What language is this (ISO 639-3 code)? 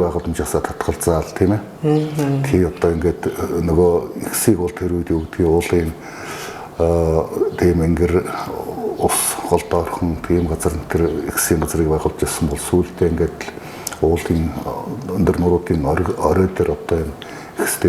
mon